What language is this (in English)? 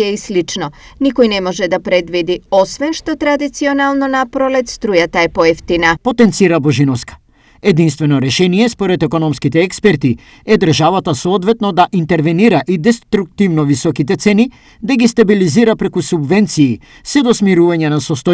Macedonian